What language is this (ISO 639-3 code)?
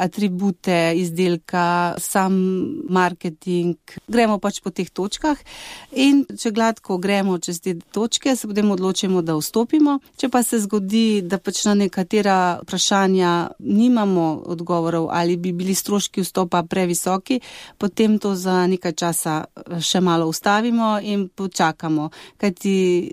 slv